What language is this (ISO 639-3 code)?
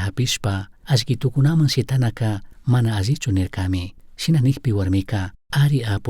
qug